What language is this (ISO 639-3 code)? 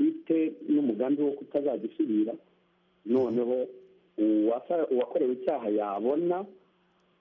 kin